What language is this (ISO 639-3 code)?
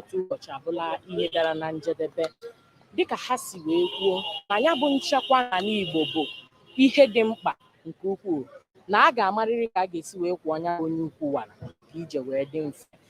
ibo